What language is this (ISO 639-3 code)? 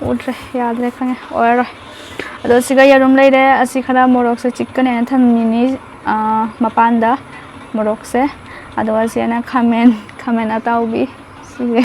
mni